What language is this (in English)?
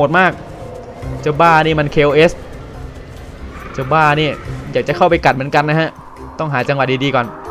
Thai